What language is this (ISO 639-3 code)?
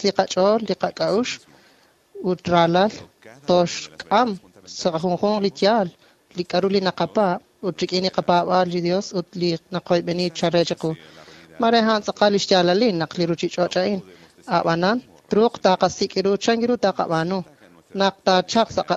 kek